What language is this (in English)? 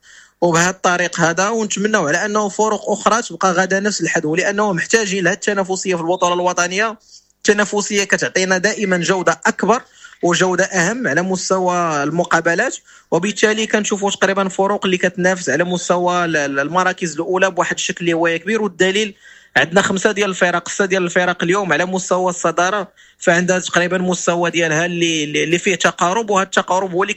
Moroccan Arabic